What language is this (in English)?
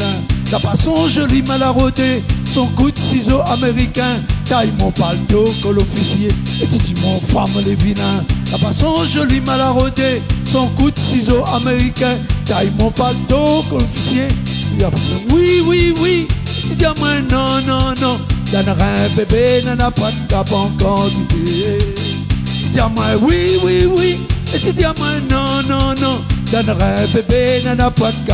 Réunion Creole French